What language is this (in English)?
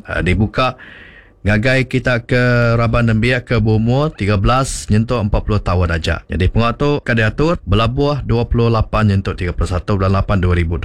Iban